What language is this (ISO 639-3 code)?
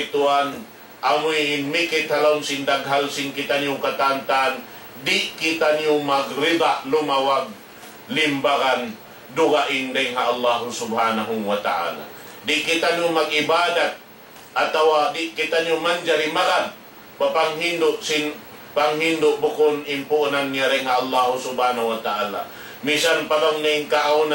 tsg